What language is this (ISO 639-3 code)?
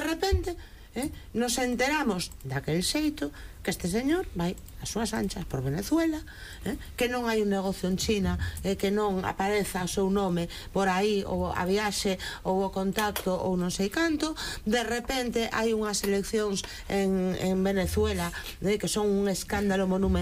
glg